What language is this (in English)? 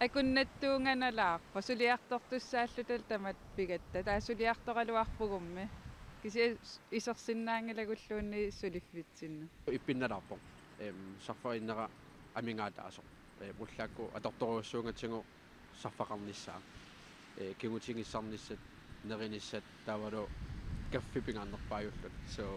Kalaallisut